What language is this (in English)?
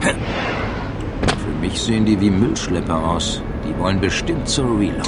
Bavarian